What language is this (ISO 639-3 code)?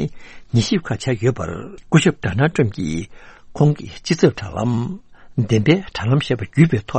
bod